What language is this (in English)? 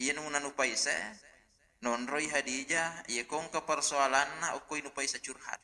Buginese